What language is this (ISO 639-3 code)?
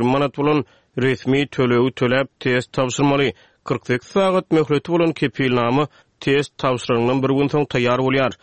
tuk